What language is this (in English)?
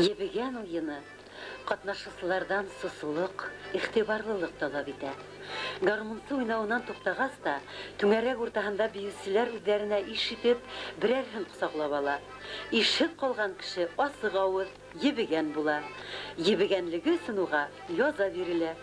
Bashkir